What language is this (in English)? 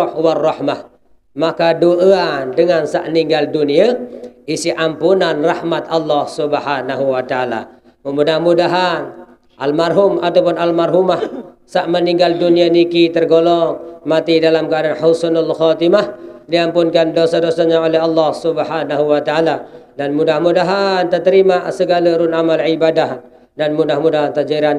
Sasak